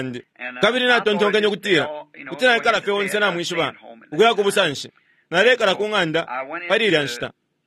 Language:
Bemba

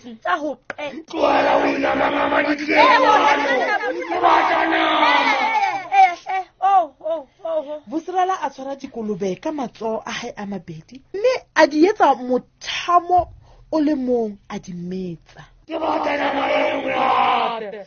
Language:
Southern Sotho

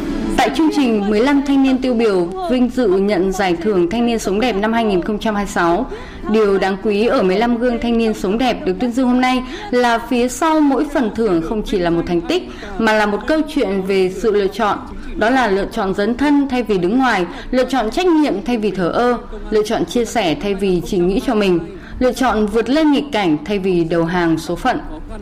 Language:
Vietnamese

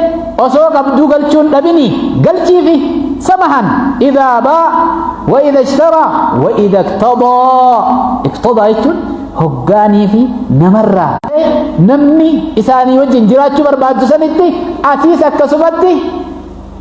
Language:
Oromo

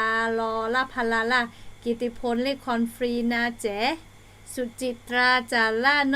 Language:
Lahu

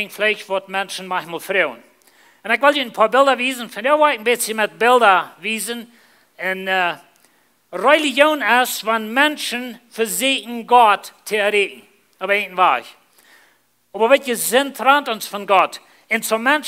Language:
Plautdietsch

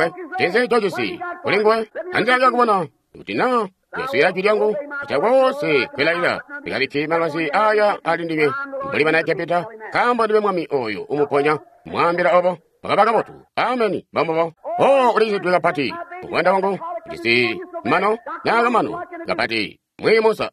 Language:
Tonga (Zambia)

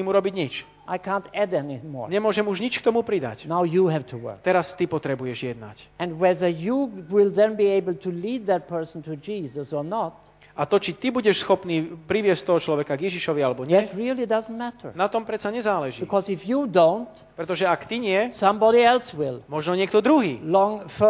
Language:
Slovak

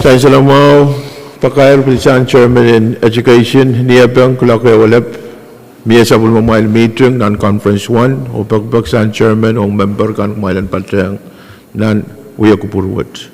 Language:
Pohnpeian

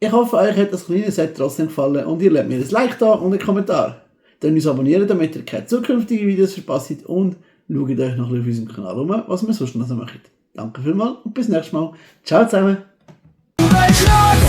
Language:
Swiss German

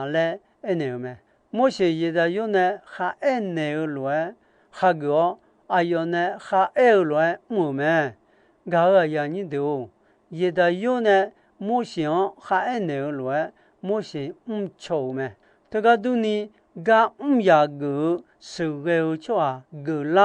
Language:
Akha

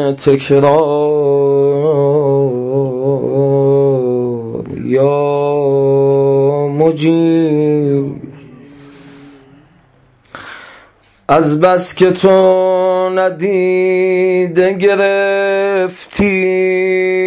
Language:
Persian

